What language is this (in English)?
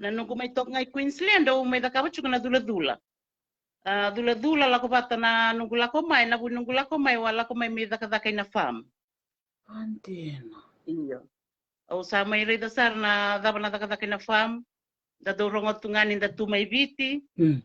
Fijian